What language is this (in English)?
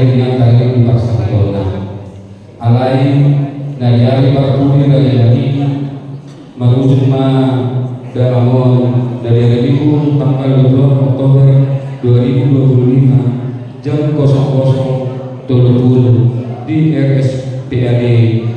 Batak Toba